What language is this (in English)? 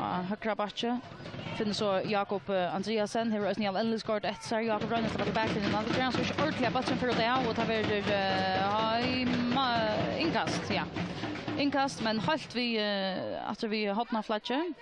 Faroese